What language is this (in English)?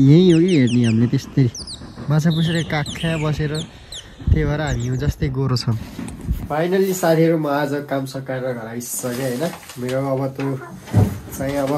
Nepali